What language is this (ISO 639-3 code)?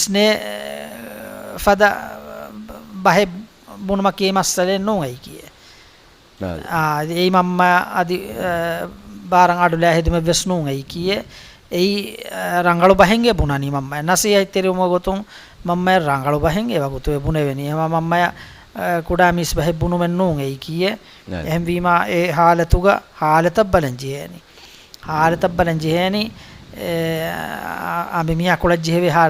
div